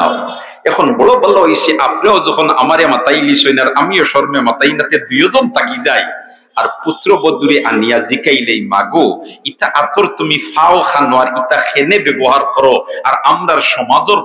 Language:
Sylheti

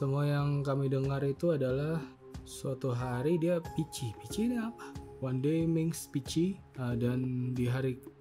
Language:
Indonesian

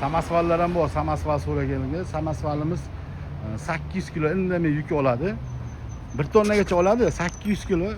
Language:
Uzbek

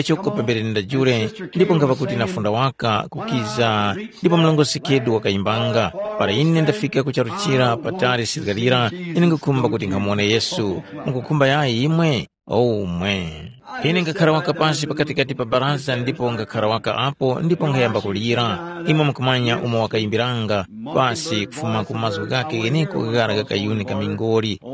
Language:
Tumbuka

